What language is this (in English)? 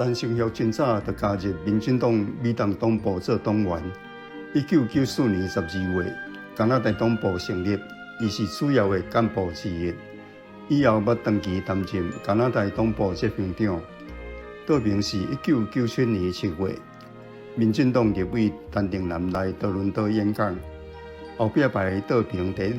Min Nan Chinese